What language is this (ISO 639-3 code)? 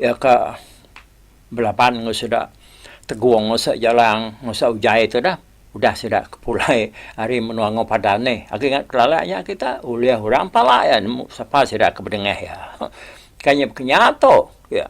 iba